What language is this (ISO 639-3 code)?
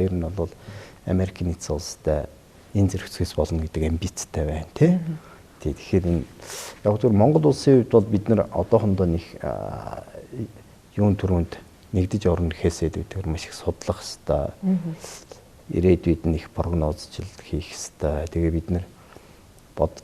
mon